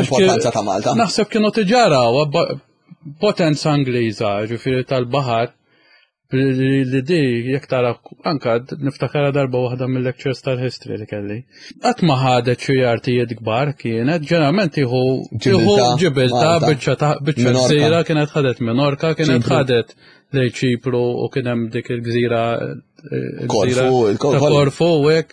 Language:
Maltese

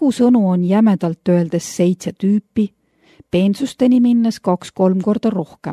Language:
Estonian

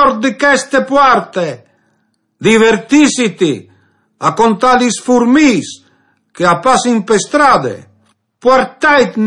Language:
Friulian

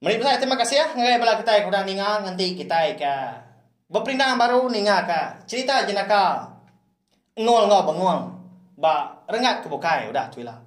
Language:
Iban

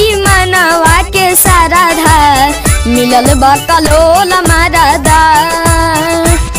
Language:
Bhojpuri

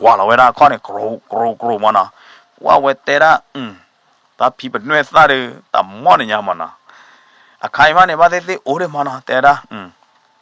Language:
S'gaw Karen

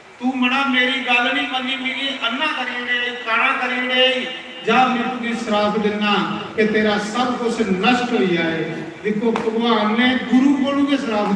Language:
Dogri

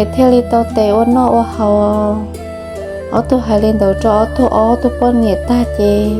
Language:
Hmong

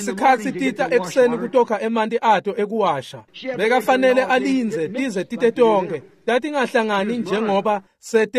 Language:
Swati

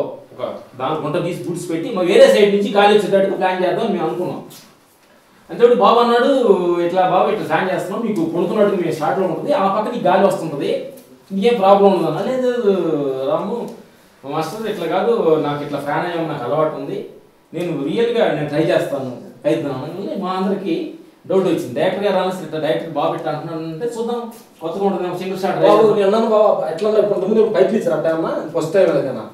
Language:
Telugu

